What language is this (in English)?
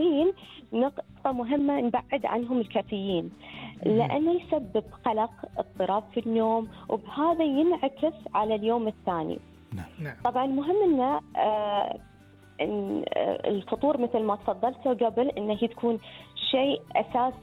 Gulf Arabic